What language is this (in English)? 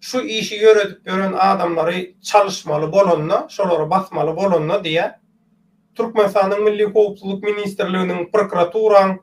Turkmen